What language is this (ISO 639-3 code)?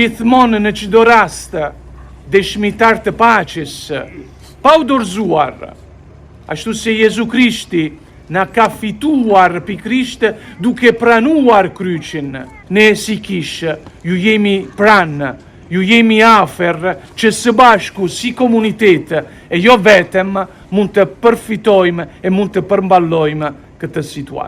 sqi